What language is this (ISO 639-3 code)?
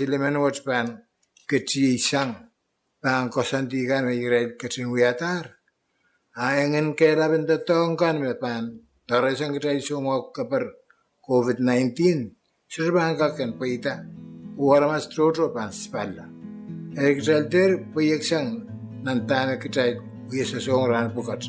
pon